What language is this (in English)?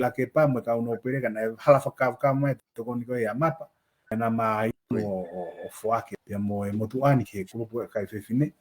Tongan